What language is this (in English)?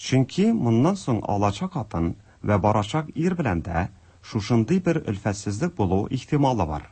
Tatar